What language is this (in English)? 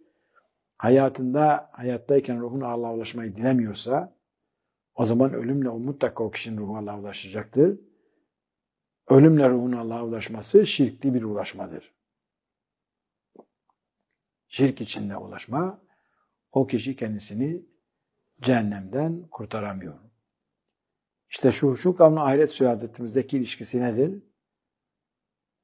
Turkish